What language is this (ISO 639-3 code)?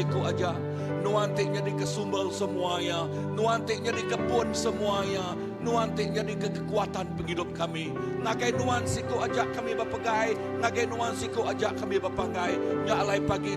iba